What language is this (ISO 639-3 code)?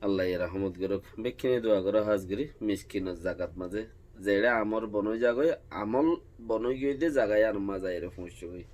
rhg